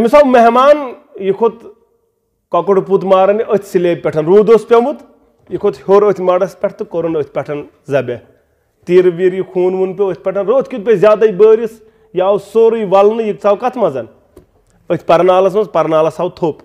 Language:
Kashmiri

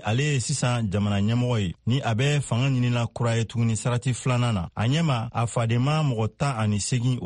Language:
Bambara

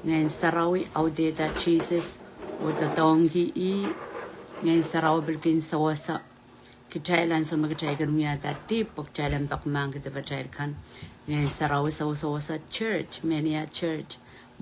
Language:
Pohnpeian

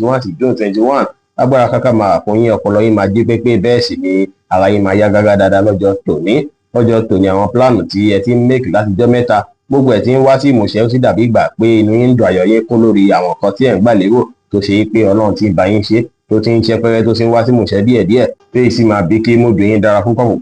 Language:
Yoruba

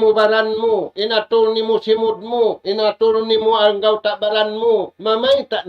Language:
Tausug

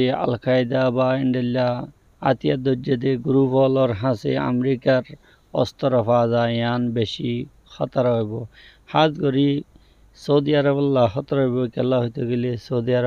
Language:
Rohingya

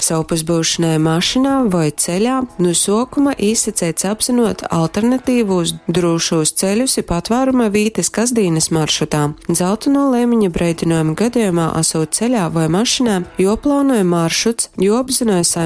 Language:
Latgalian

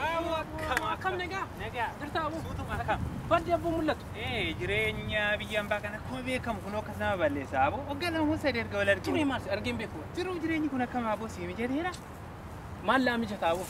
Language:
Oromo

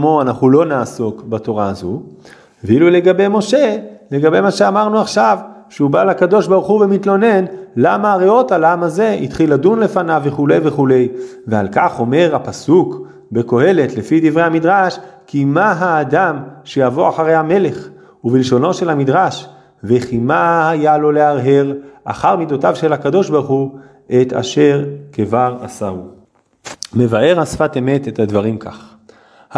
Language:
Hebrew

